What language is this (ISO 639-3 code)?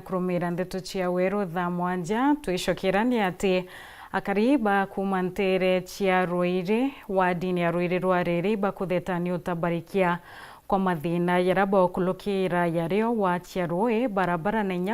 mer